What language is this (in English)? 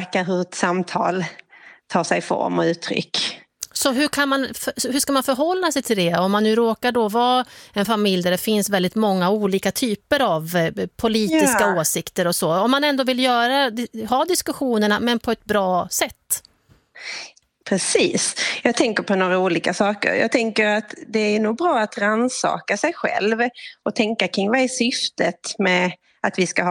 Swedish